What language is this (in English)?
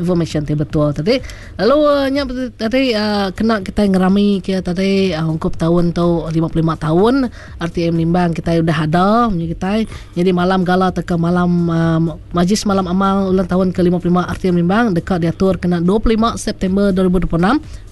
Iban